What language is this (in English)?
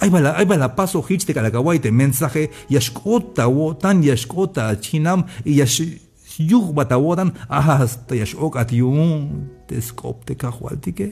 Tzeltal